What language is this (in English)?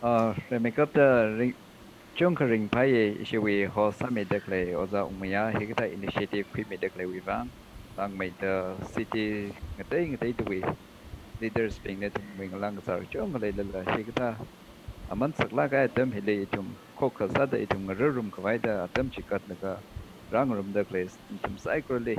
Tangkhul Naga (India)